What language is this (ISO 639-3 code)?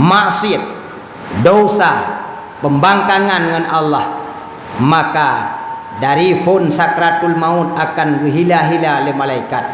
ace